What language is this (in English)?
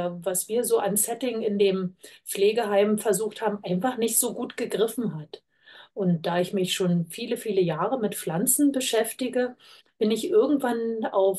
German